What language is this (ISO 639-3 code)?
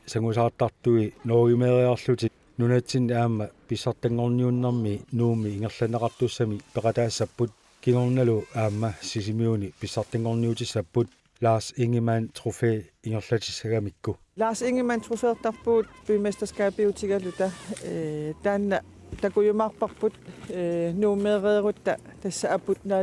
kal